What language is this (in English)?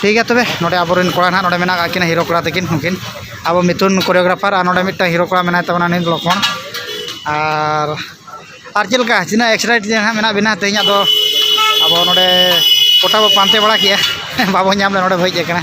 Santali